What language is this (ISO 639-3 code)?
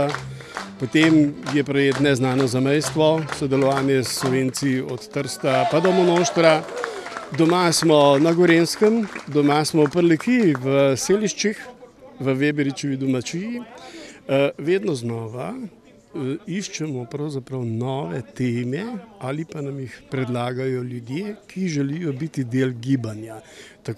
slv